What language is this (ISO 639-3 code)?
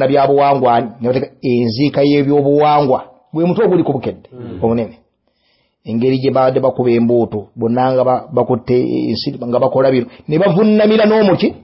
lug